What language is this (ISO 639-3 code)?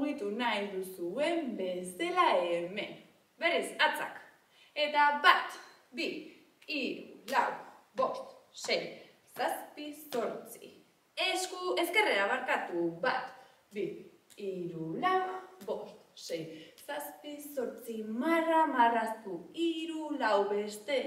eus